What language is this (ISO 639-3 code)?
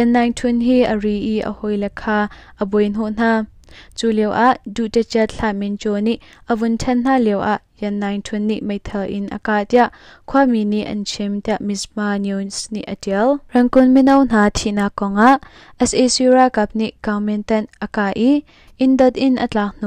cnh